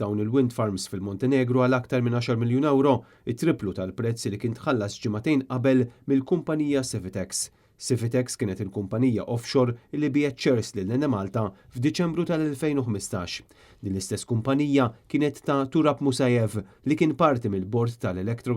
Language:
Maltese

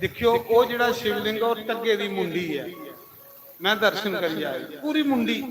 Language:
Dogri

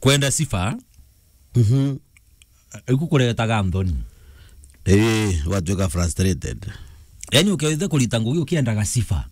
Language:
Meru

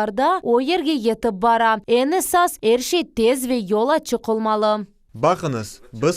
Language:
Crimean Tatar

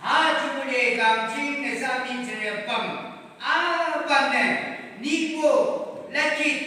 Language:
Yimchungru Naga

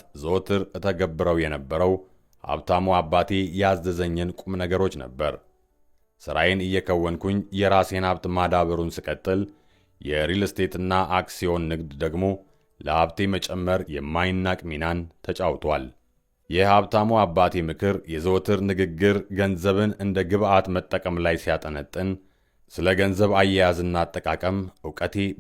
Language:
Amharic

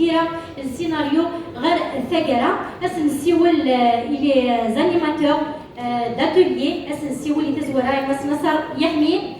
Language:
Kabyle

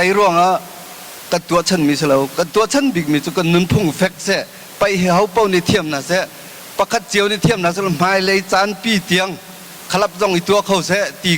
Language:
Hakha Chin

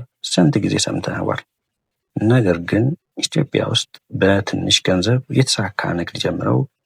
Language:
Amharic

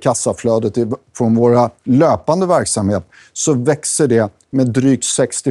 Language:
Swedish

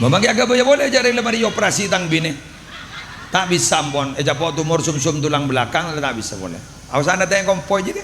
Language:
Madurese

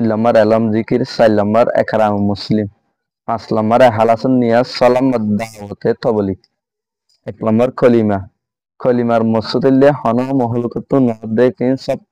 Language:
Rohingya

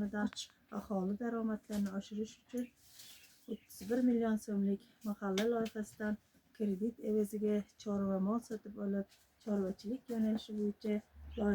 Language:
Uzbek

